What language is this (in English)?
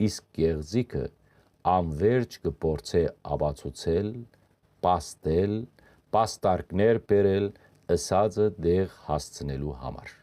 Western Armenian